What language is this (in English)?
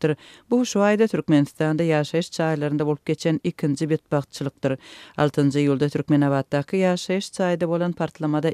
Turkmen